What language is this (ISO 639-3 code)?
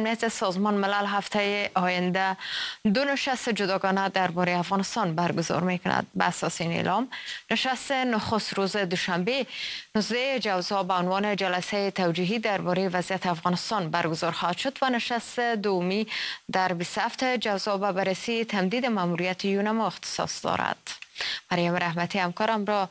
fas